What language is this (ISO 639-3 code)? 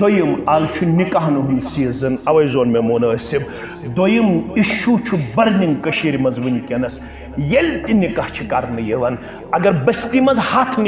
kas